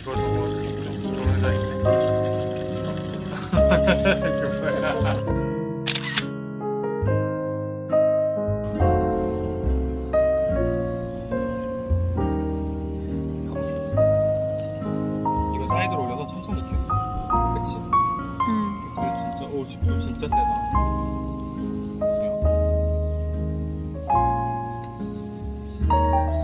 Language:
Korean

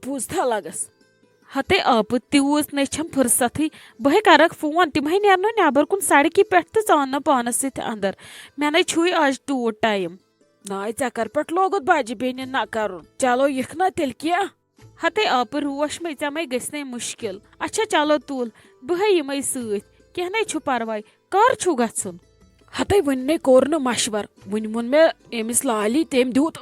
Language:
Kashmiri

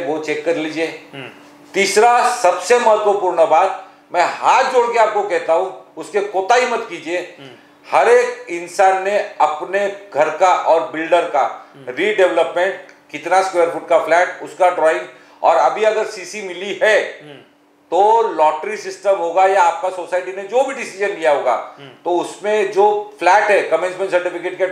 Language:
Hindi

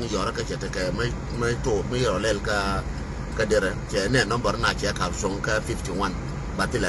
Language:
Nuer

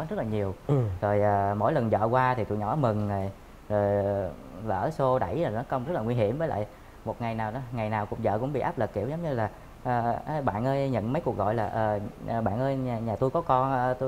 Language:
Vietnamese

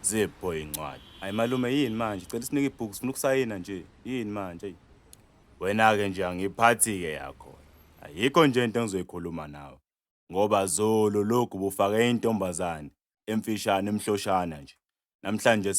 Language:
Zulu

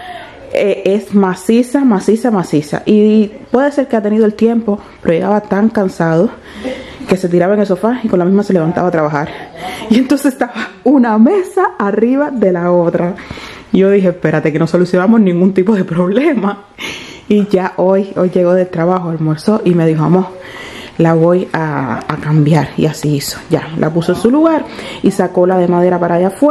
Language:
Spanish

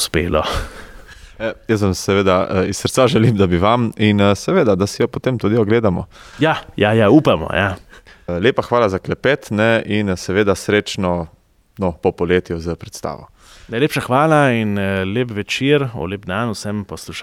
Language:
Slovenian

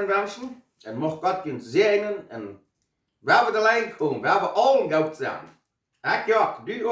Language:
Plautdietsch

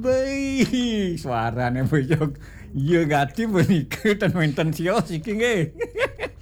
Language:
Balinese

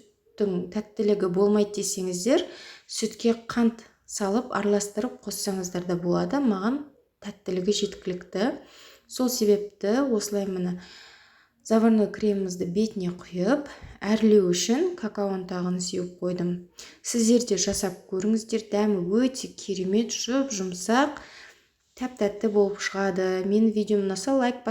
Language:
Kazakh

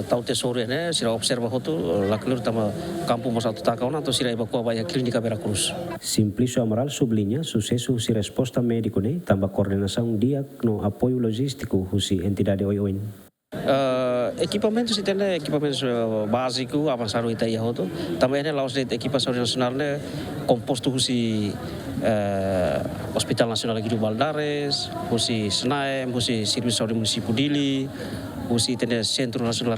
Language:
Tetum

